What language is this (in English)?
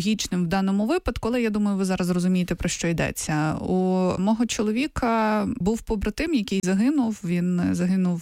Ukrainian